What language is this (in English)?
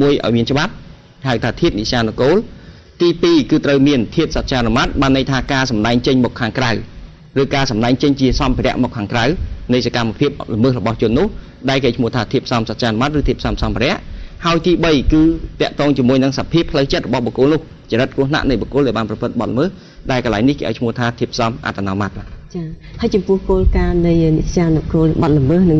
Khmer